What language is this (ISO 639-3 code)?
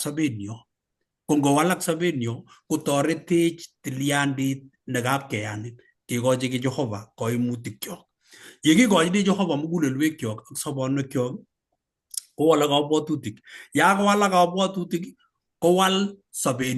kln